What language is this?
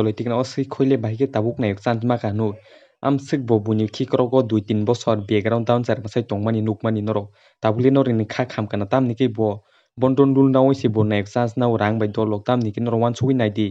Kok Borok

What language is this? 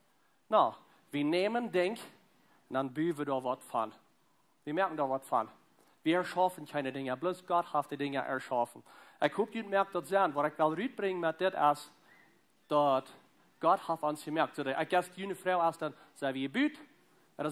Plautdietsch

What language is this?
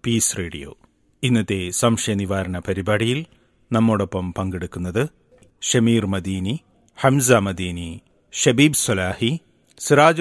Malayalam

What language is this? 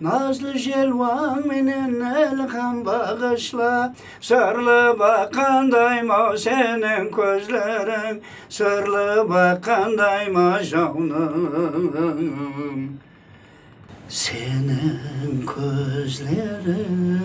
Kara-Kalpak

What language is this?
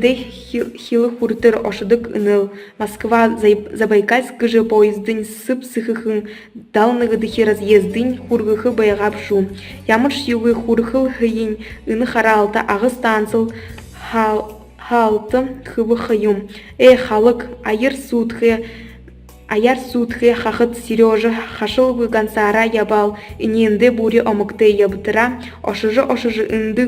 Buriat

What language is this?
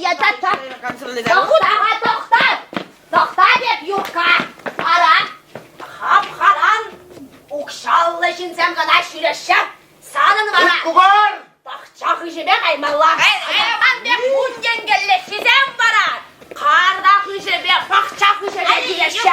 Chuvash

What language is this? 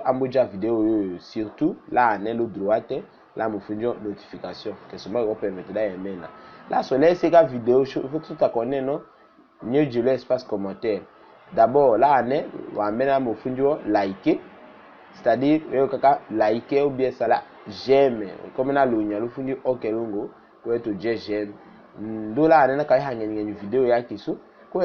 Tetela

